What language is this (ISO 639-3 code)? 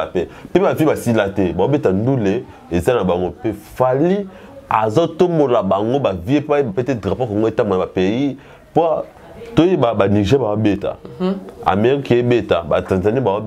lin